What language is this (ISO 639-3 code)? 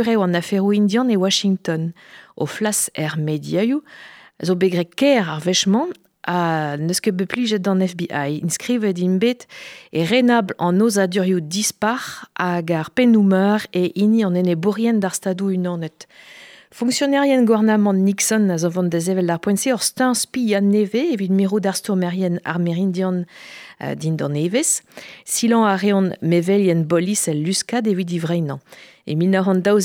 bre